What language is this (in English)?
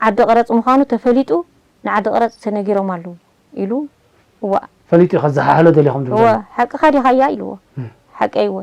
Tigrinya